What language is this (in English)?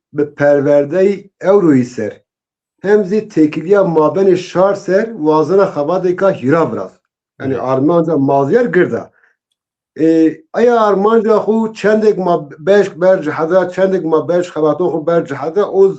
Zaza